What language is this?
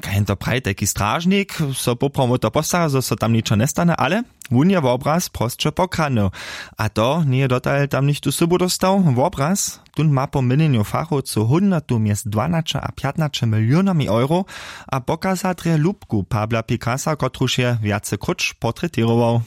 Upper Sorbian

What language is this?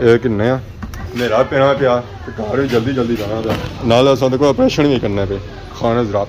Pahari-Potwari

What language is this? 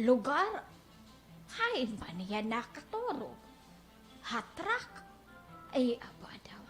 Waray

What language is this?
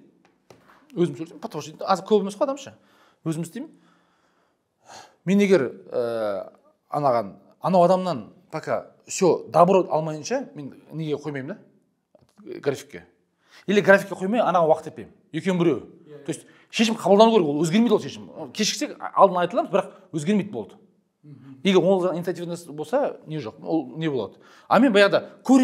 Kazakh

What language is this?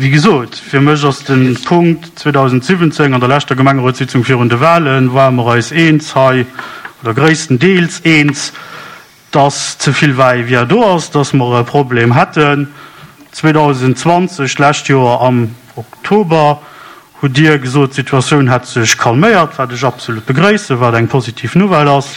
Luxembourgish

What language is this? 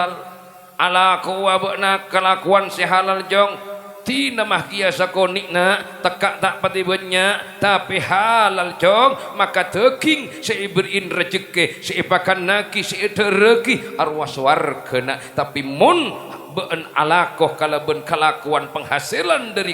Madurese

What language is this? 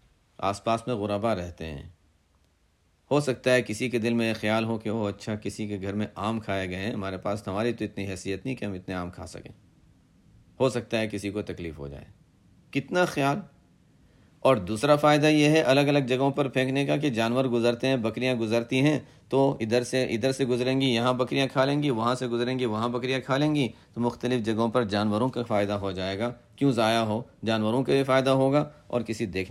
Urdu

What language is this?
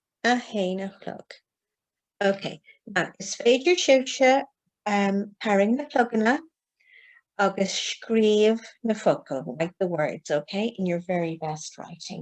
Irish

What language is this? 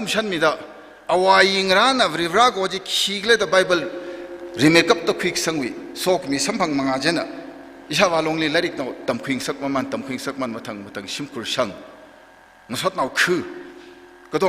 Tangkhul Naga (India)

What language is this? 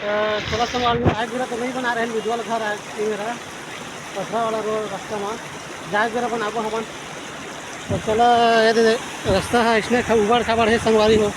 Chhattisgarhi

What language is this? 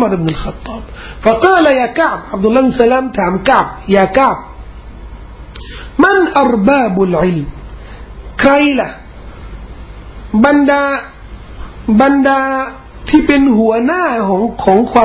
Thai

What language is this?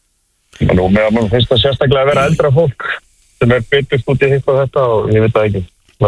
Icelandic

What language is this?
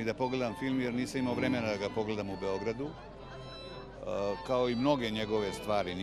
Serbian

